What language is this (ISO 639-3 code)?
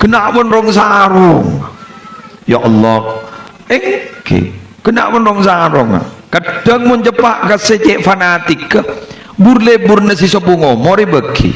mad